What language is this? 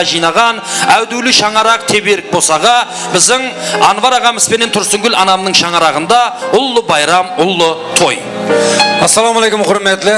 Kara-Kalpak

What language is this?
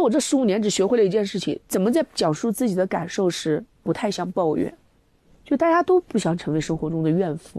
Chinese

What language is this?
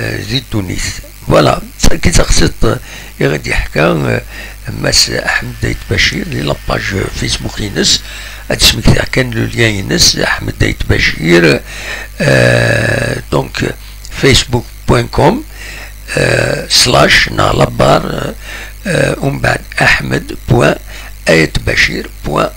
Kabyle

